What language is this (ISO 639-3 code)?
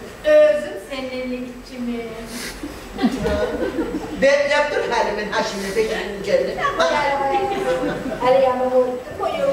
tur